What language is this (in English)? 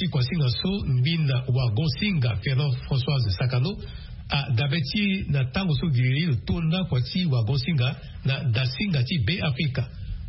Sango